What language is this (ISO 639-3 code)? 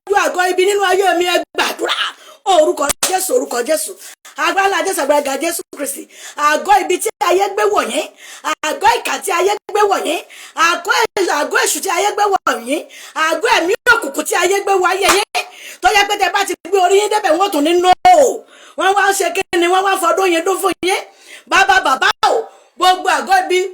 yor